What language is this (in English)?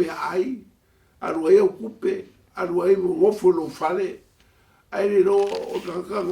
Samoan